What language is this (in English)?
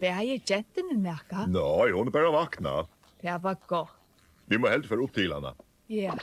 Faroese